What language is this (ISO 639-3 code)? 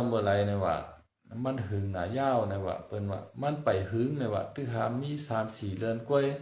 shn